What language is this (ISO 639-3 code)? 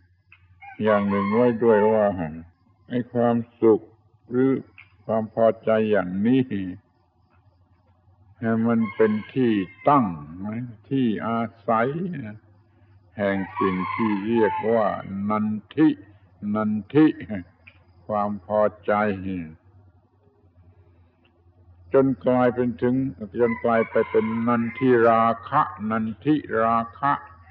tha